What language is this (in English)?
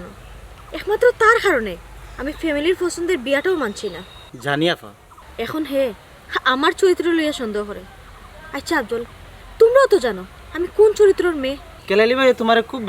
Sylheti